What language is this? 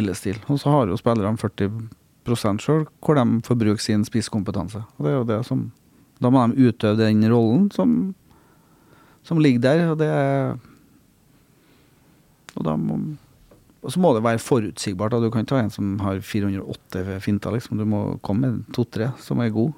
Norwegian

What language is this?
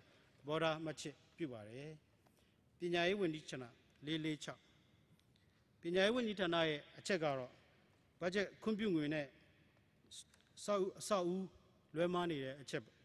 Burmese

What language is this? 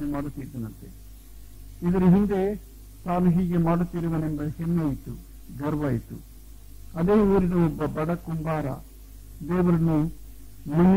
Kannada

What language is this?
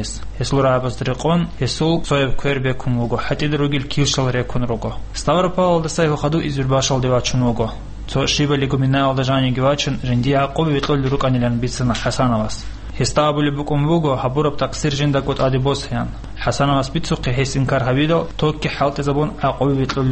Avaric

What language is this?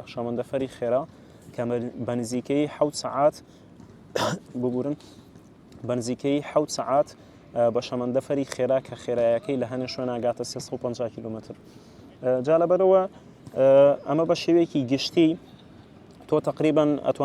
Central Kurdish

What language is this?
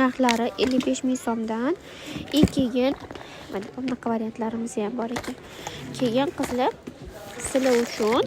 Uzbek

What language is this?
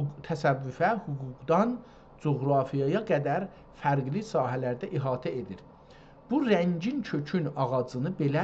South Azerbaijani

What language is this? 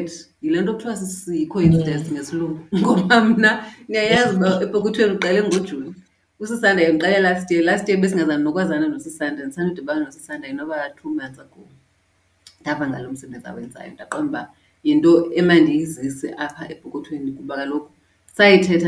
Xhosa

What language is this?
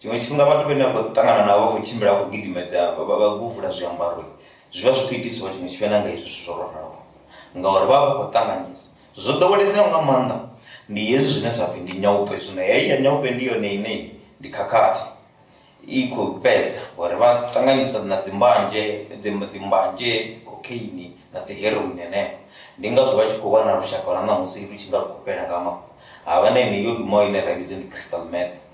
Venda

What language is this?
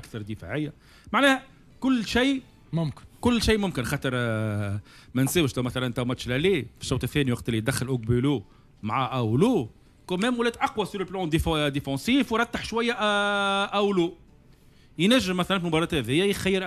Tunisian Arabic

